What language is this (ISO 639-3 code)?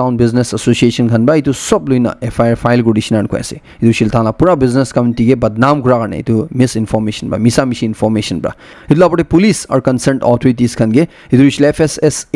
nag